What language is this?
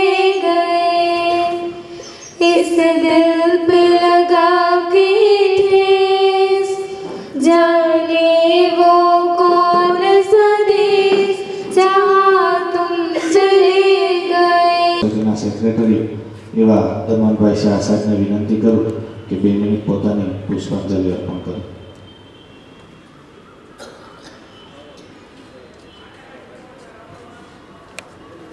Gujarati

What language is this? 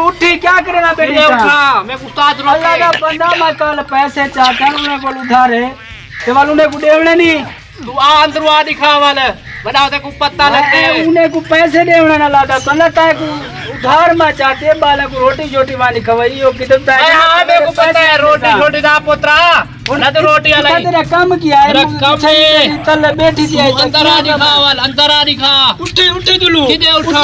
Saraiki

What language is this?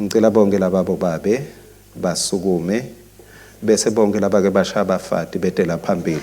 Swati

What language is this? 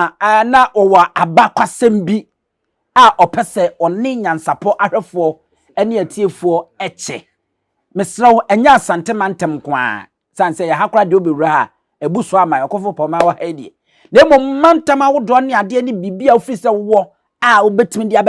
Akan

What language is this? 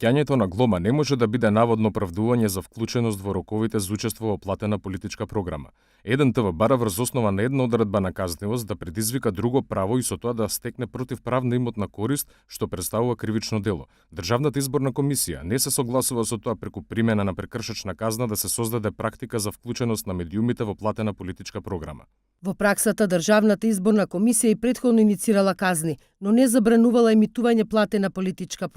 Macedonian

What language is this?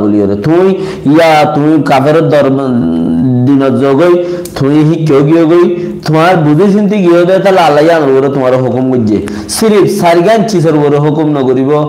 Rohingya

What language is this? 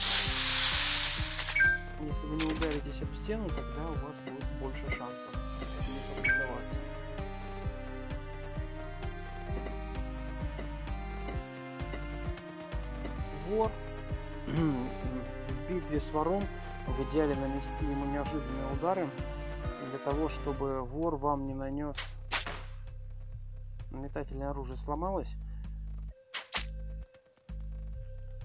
Russian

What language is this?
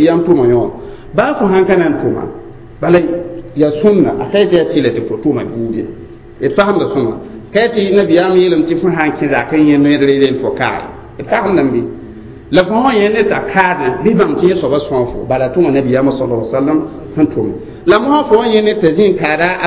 Mossi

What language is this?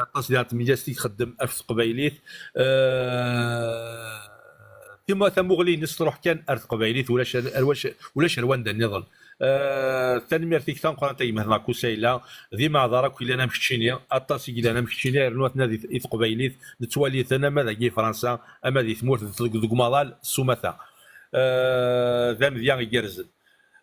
Kabyle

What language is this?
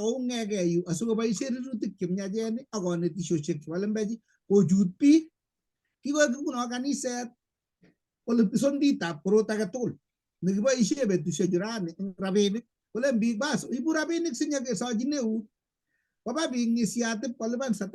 Kalenjin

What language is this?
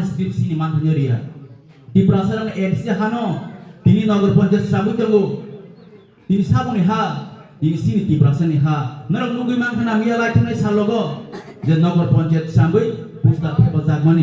Kok Borok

